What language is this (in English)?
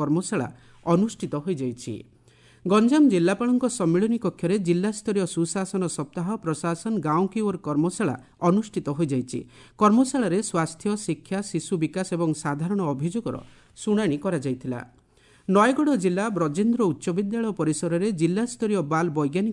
Odia